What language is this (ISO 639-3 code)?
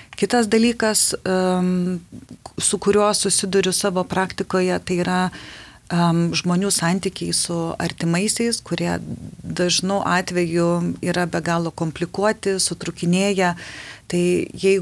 lit